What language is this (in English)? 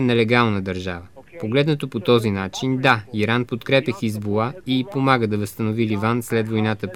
Bulgarian